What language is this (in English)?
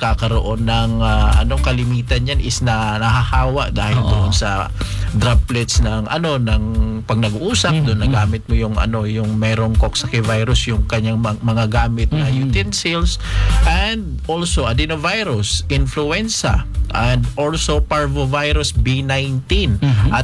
Filipino